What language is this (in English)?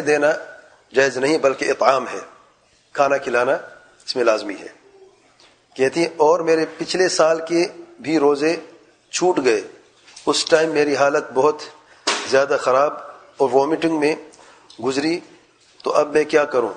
Urdu